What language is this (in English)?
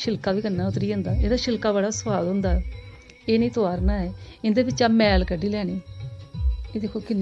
Dogri